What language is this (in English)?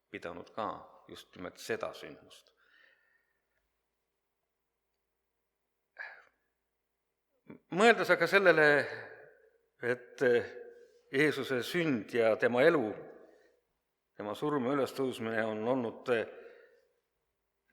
Estonian